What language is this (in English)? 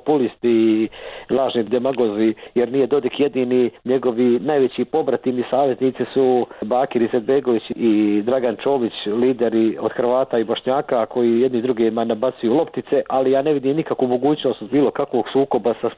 Bosnian